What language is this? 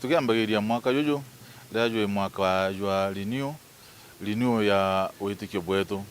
Meru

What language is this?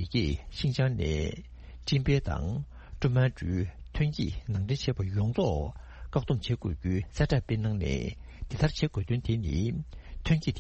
Tibetan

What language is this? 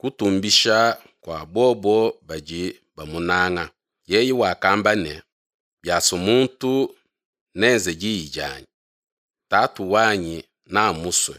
Luba-Lulua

